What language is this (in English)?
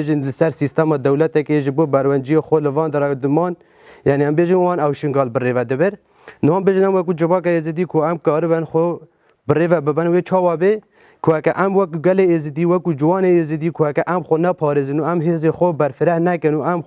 Kurdish